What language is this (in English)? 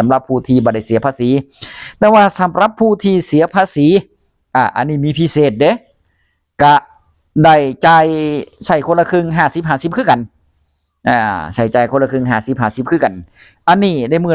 Northeastern Thai